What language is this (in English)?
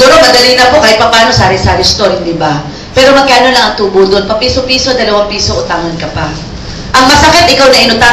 Filipino